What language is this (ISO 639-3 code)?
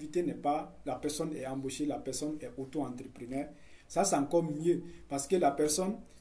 fra